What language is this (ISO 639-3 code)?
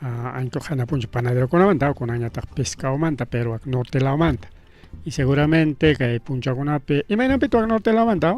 quy